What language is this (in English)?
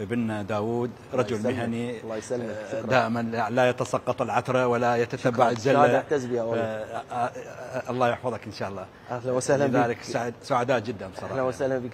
Mesopotamian Arabic